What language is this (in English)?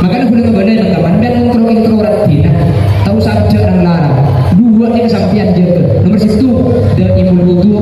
Madurese